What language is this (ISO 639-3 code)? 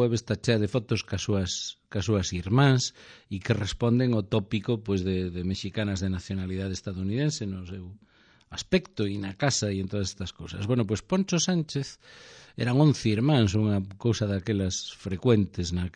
glg